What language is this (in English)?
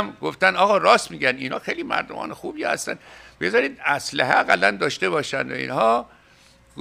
Persian